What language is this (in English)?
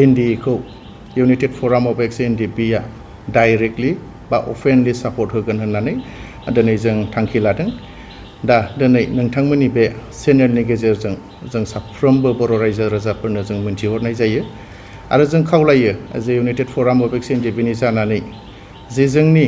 Bodo